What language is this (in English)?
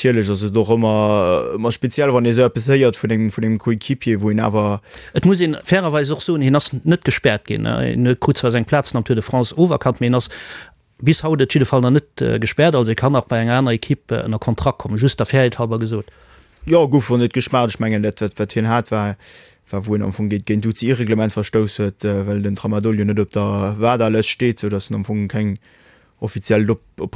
Luxembourgish